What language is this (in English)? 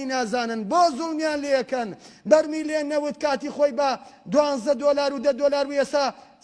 Central Kurdish